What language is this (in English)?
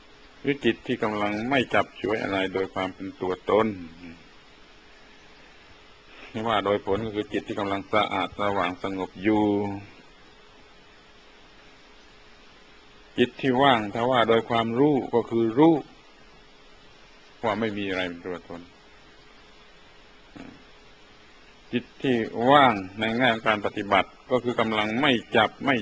Thai